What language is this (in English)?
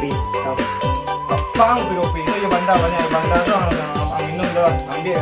Minangkabau